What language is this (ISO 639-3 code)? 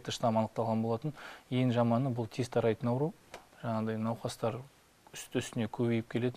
kaz